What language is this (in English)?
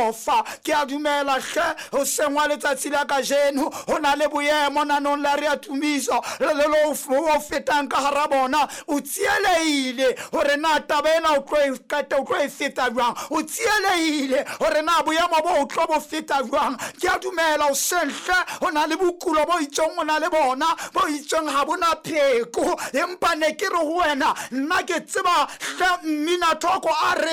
Southern Sotho